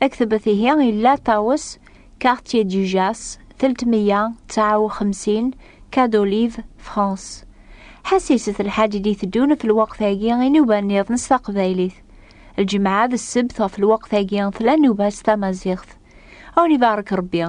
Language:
Kabyle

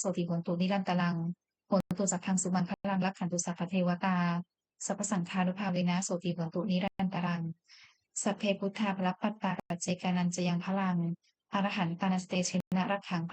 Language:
Pali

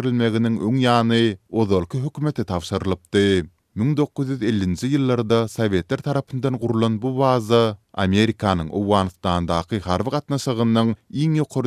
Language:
Turkmen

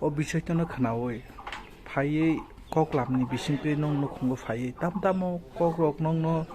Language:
Kok Borok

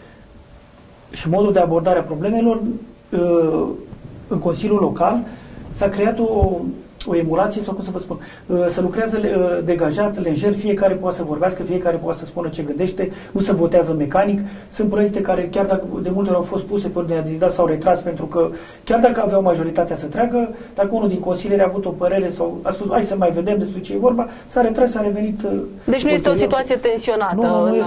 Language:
Romanian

